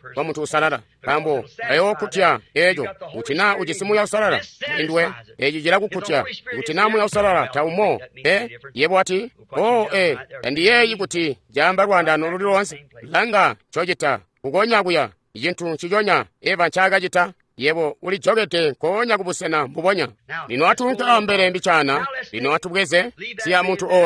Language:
Tonga (Zambia)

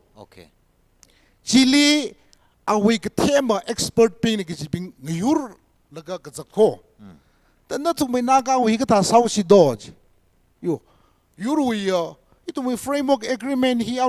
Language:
Tangkhul Naga (India)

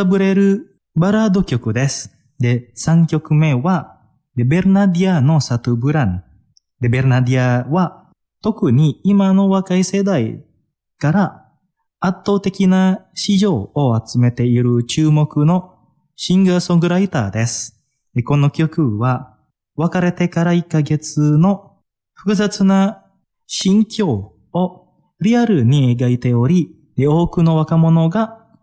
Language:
Japanese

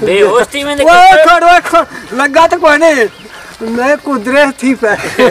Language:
Saraiki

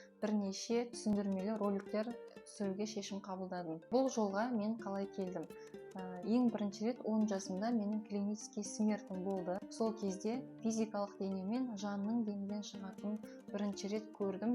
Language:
Kazakh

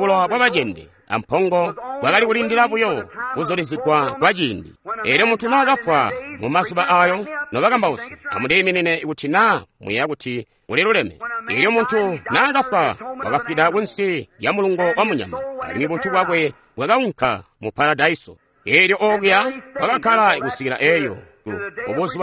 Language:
Tonga (Zambia)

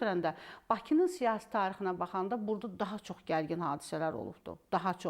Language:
Azerbaijani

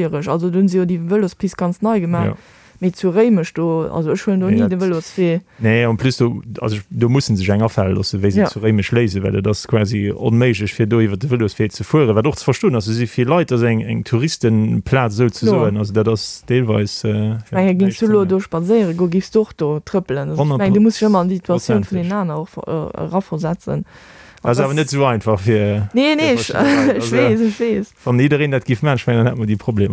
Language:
Luxembourgish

